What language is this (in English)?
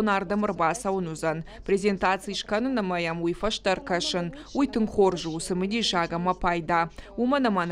Ossetic